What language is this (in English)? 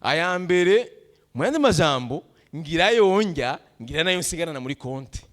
Rundi